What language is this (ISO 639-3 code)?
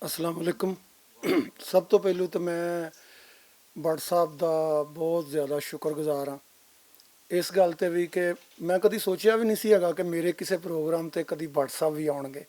lah